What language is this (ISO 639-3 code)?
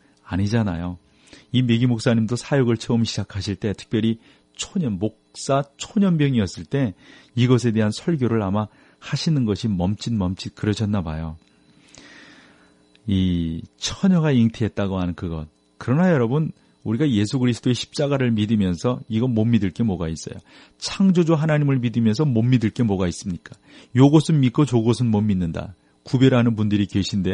kor